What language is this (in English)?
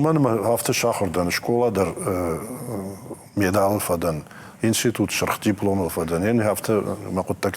Ossetic